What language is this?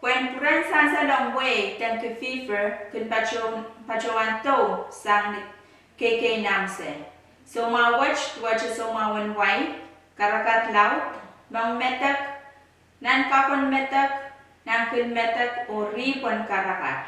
Pohnpeian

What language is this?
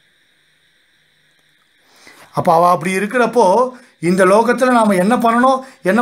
Tamil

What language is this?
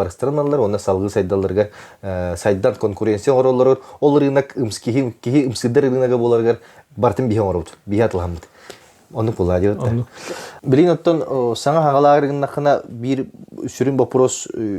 Yakut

